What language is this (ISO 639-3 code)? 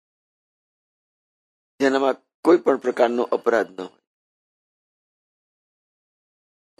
guj